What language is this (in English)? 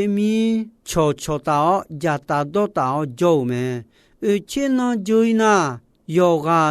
Akha